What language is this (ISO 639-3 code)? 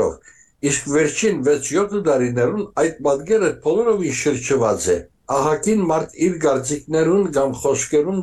hye